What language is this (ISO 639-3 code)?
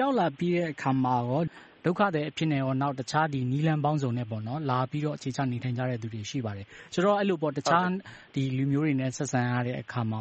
mya